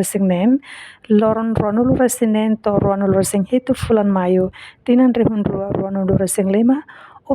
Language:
Tetum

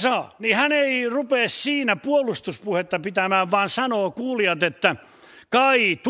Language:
Finnish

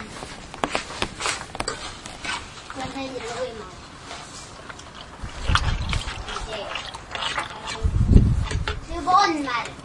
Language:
Estonian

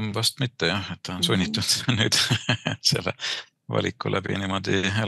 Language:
Estonian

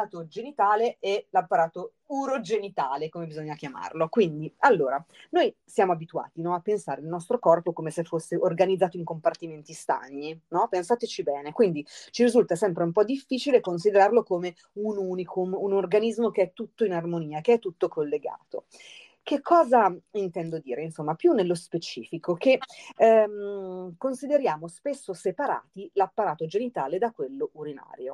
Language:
Italian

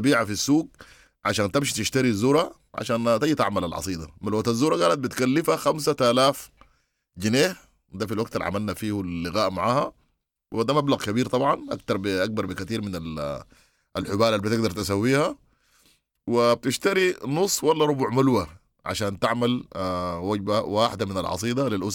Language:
Sudanese Arabic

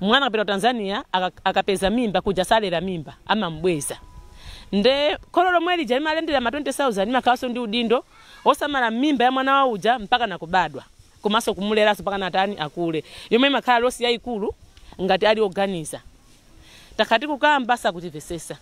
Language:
Nyanja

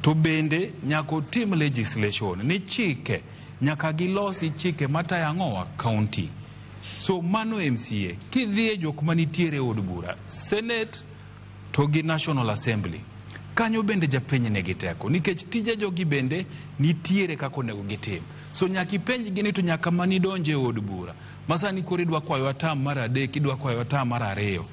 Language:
Luo (Kenya and Tanzania)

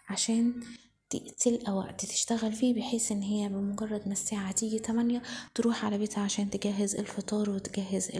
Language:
Egyptian Arabic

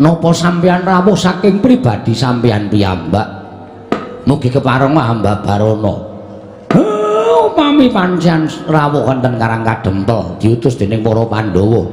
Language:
Javanese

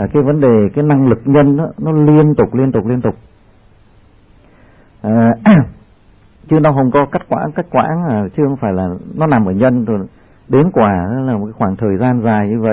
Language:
Vietnamese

